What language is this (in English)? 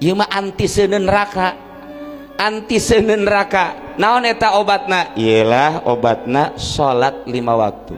Sundanese